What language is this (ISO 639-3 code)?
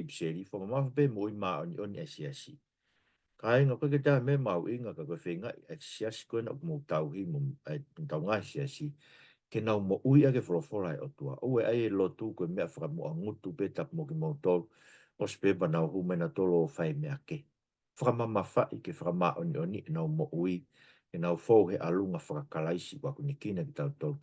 ton